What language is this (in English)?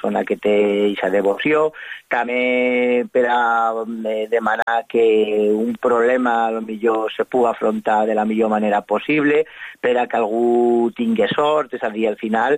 Catalan